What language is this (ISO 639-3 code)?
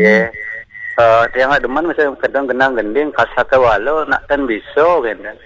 ban